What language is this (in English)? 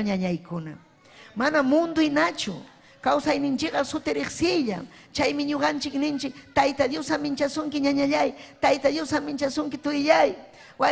Ayacucho Quechua